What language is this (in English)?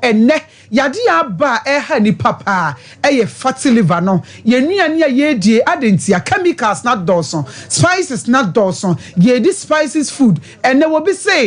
Akan